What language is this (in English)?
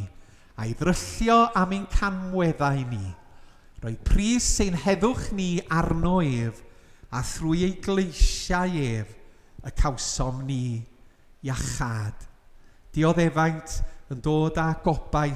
Welsh